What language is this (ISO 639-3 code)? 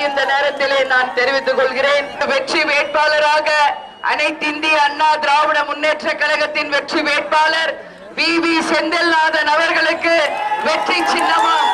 tam